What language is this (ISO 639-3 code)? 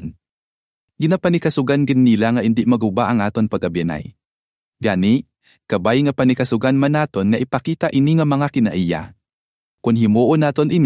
hil